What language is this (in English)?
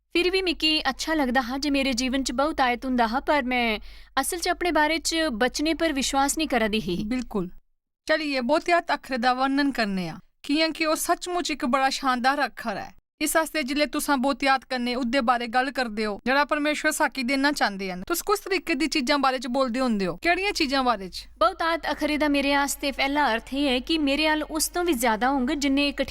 Dogri